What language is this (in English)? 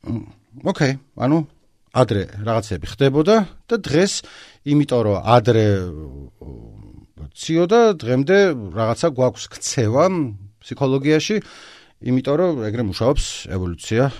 Georgian